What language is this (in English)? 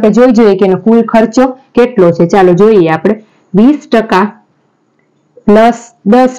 Gujarati